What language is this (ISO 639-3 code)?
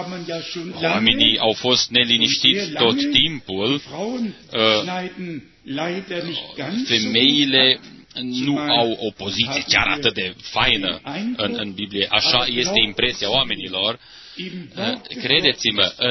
ron